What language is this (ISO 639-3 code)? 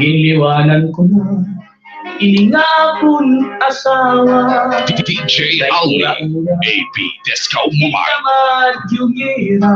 war